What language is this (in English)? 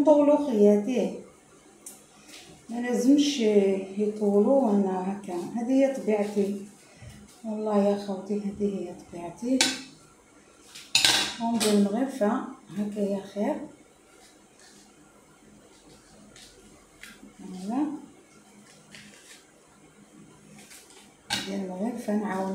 Algerian Arabic